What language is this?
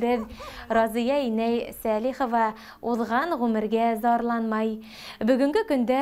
Bashkir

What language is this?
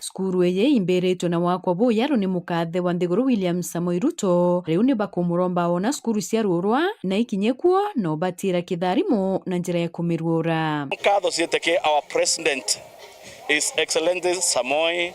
Meru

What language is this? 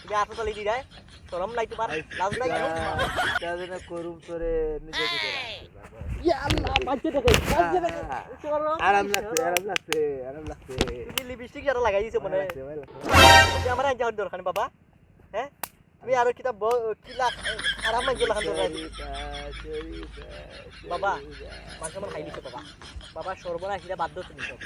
Sylheti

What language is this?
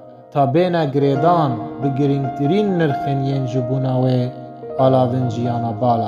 Kurdish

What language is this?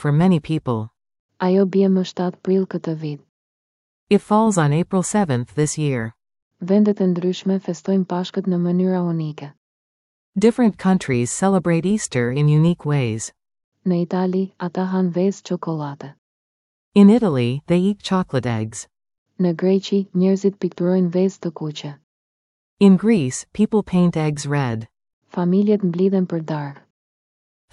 Albanian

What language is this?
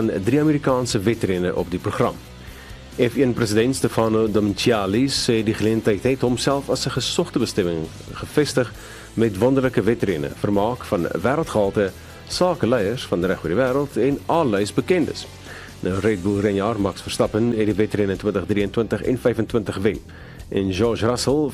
Afrikaans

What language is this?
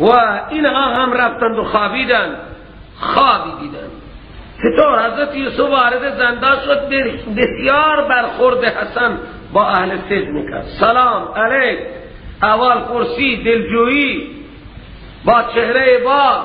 Persian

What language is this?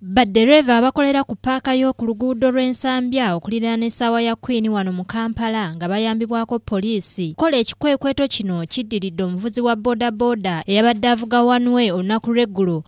Ganda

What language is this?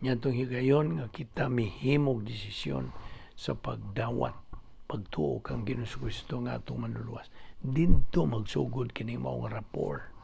Cebuano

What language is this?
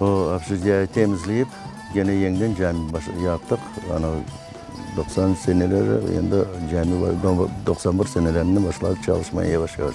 Crimean Tatar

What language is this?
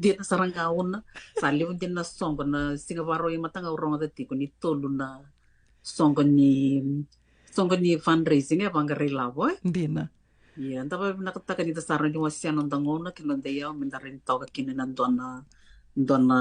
Fijian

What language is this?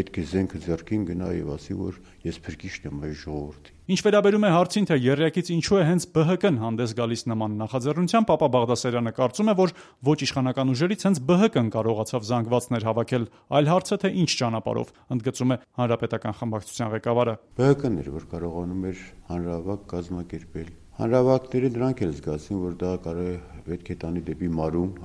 Armenian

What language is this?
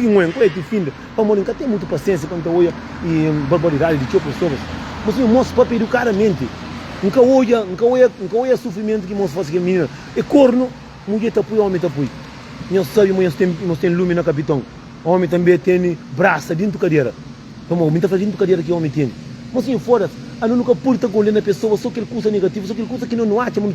Kabuverdianu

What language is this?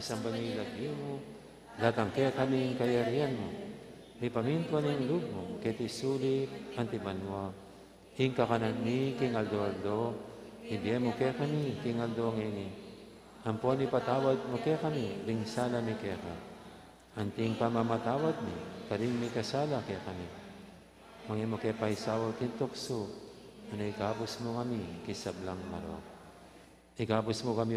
Pampanga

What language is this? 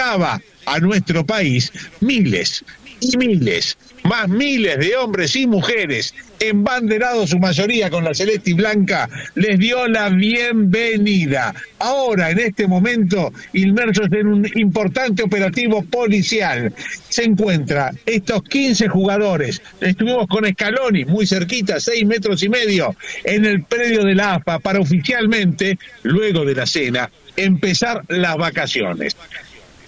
Spanish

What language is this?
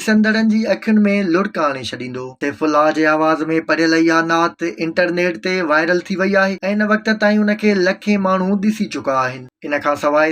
Sindhi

